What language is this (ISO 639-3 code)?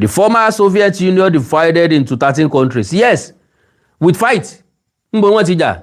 yor